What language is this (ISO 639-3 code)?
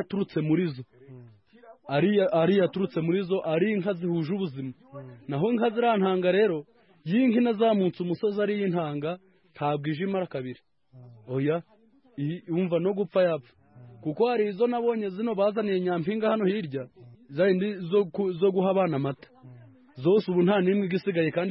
kin